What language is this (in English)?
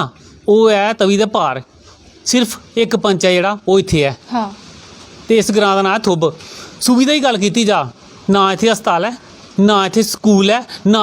Dogri